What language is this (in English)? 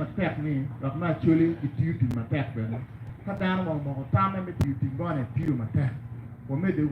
Acoli